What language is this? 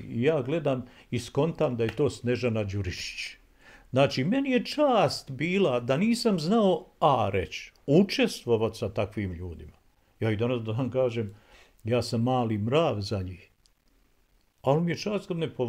Bosnian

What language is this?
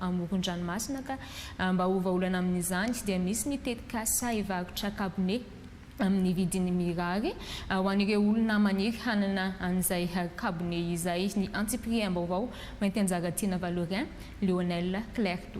Malagasy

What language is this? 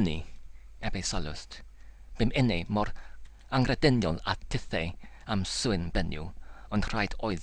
Welsh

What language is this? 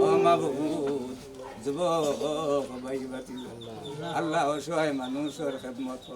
Sylheti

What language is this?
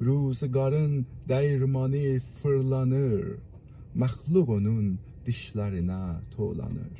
South Azerbaijani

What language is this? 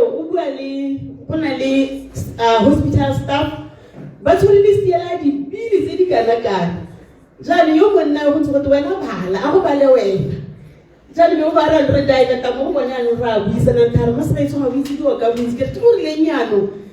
Tswana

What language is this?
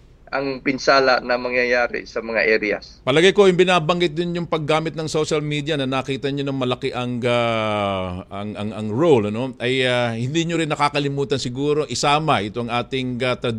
Filipino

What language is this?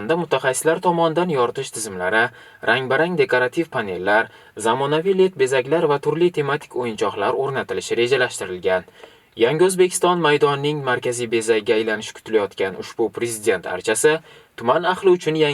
Uzbek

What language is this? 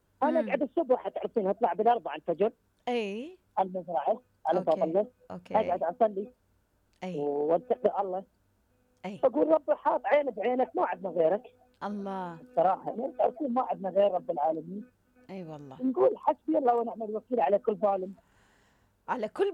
Mesopotamian Arabic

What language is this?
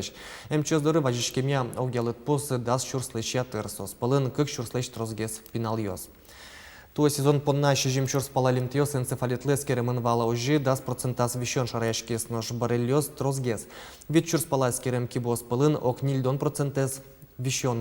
Udmurt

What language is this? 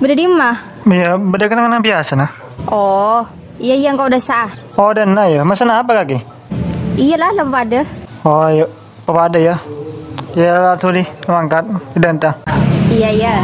Madurese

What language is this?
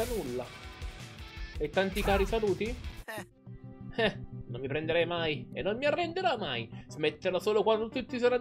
Italian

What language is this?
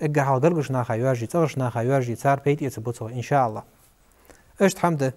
Ingush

